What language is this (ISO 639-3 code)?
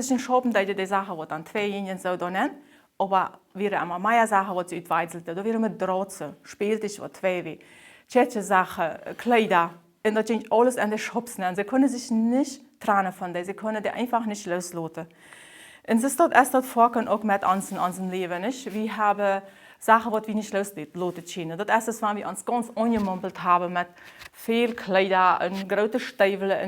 pdt